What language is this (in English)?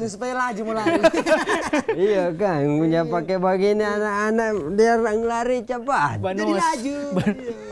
Manado Malay